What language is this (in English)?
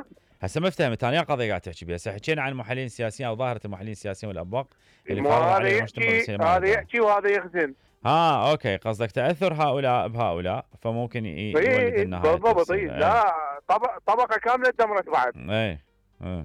Mesopotamian Arabic